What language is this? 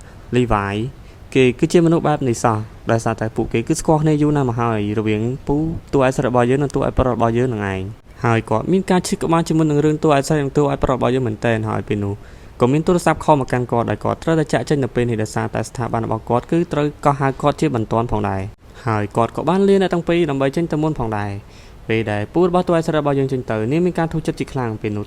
Khmer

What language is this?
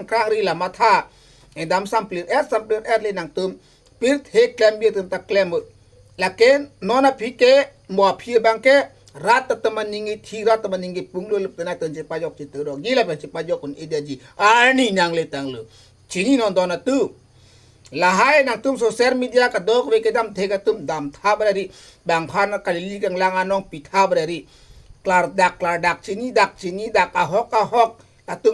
Karbi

